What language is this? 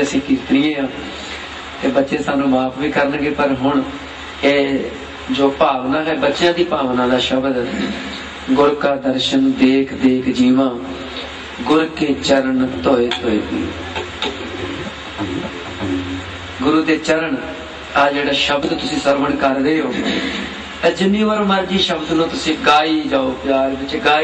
Punjabi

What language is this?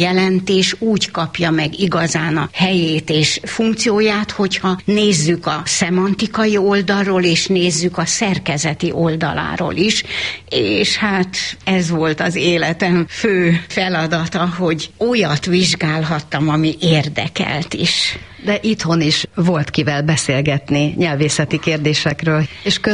Hungarian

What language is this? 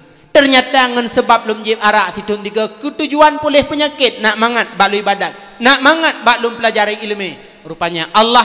Achinese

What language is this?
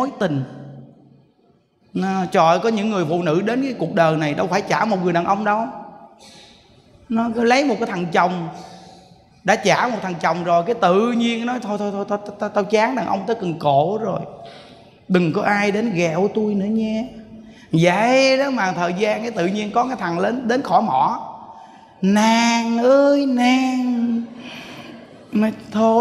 Vietnamese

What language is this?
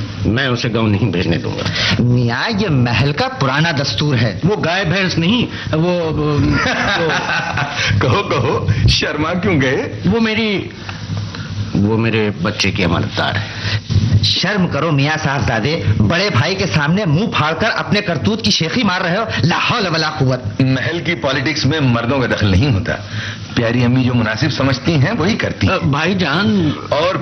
Urdu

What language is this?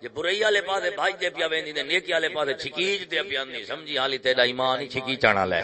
Saraiki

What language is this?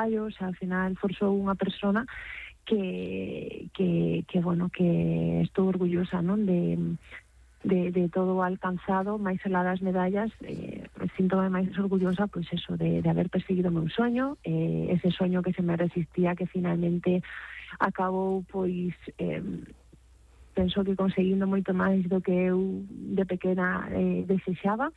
Galician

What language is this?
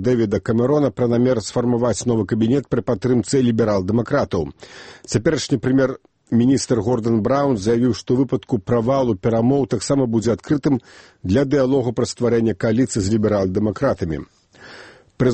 Belarusian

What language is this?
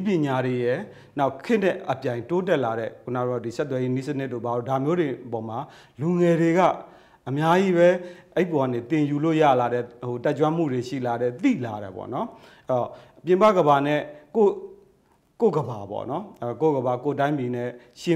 Burmese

